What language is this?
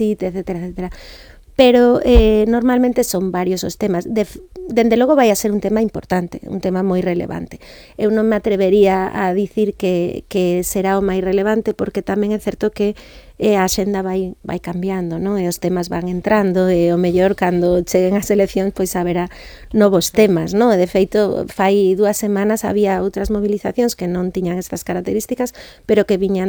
Galician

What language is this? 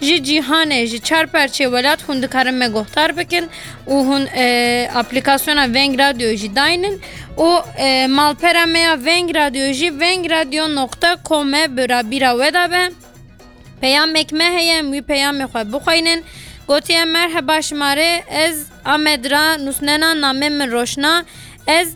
Kurdish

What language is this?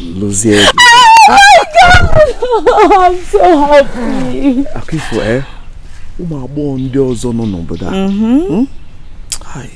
Igbo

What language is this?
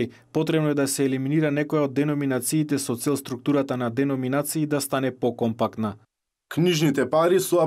Macedonian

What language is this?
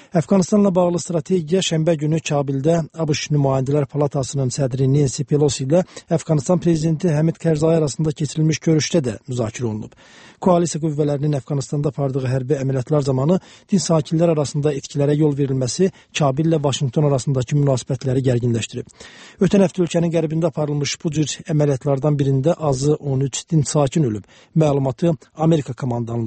Azerbaijani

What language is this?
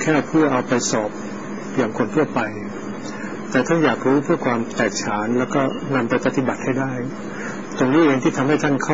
Thai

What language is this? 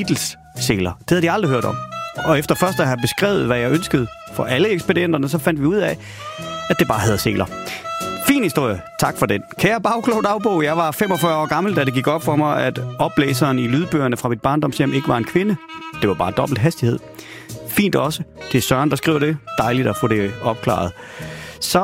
Danish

